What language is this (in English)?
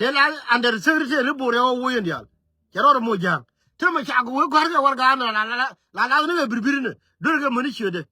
Nuer